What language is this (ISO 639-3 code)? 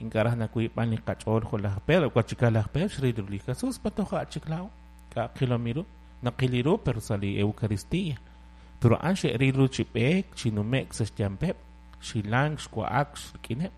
kek